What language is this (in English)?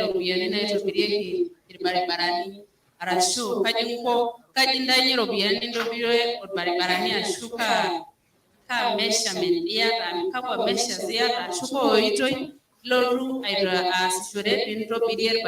Masai